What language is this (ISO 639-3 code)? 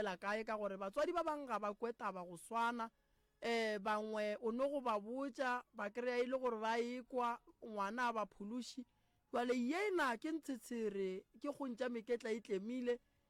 nso